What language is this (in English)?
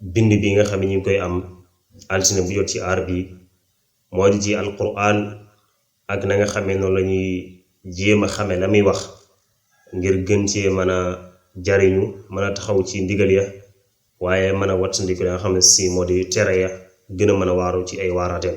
Wolof